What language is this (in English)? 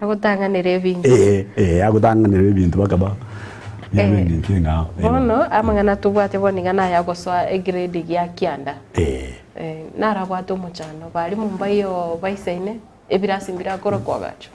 Gusii